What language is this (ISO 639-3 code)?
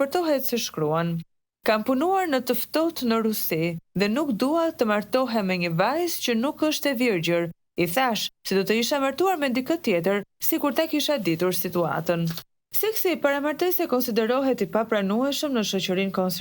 sqi